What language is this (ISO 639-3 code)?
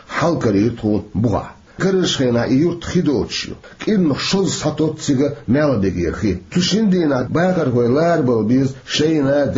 che